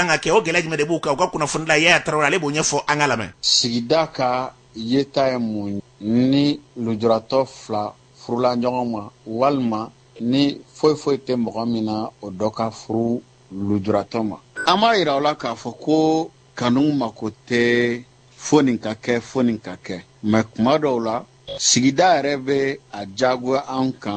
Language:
Bambara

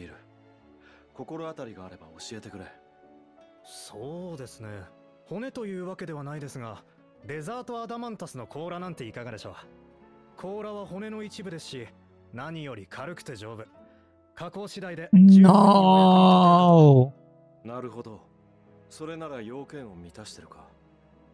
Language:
Japanese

